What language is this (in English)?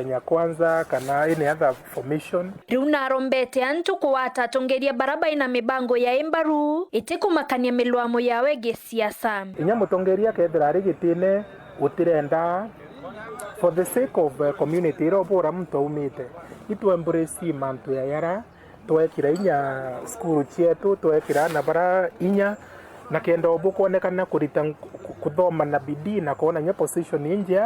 Meru